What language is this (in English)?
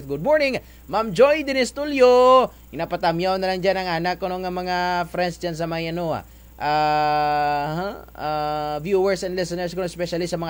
Kinaray-a